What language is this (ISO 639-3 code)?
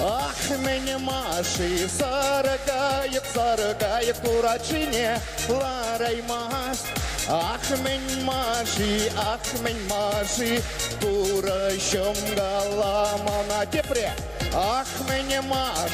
chv